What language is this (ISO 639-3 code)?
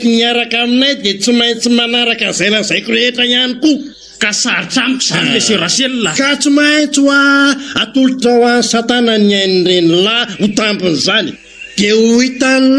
mlg